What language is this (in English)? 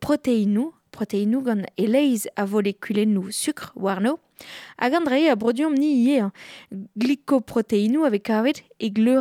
Breton